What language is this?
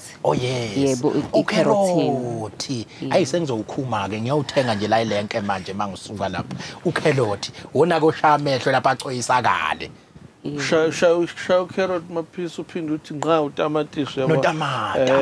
Zulu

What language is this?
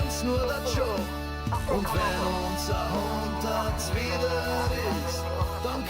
Bavarian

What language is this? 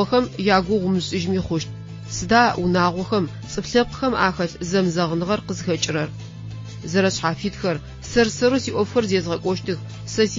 Adyghe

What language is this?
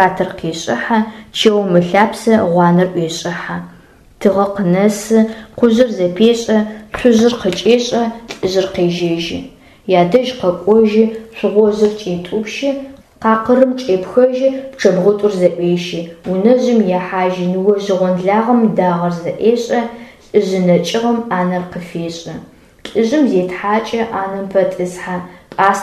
Adyghe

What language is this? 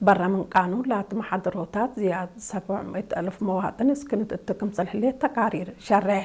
Tigre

